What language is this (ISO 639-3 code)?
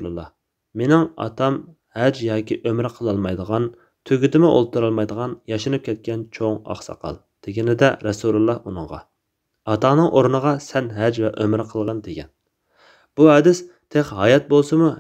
uig